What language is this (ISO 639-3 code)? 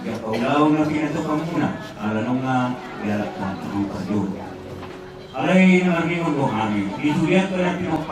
bbc